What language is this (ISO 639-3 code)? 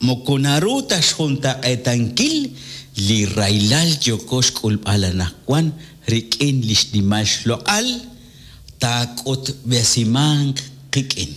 kek